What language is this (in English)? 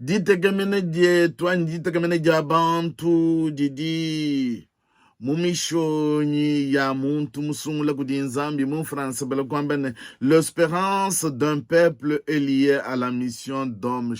Luba-Lulua